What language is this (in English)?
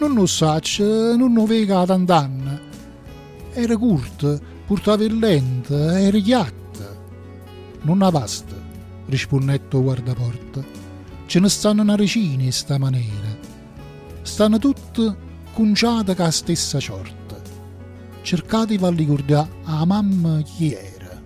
Neapolitan